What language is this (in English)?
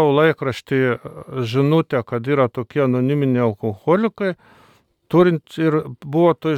Lithuanian